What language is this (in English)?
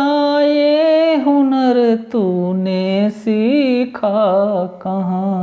Dogri